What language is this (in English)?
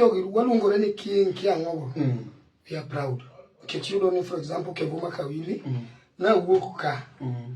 Luo (Kenya and Tanzania)